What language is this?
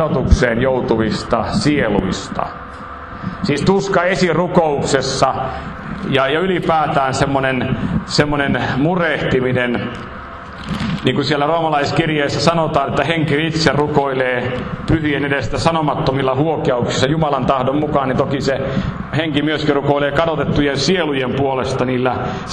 Finnish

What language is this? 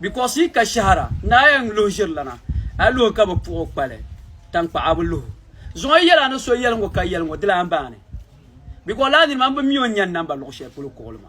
Dagbani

